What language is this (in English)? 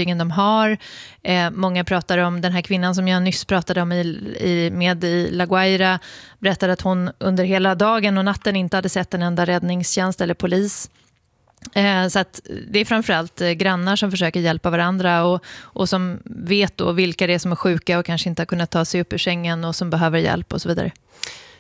Swedish